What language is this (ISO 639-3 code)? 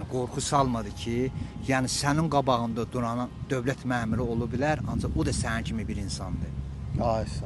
aze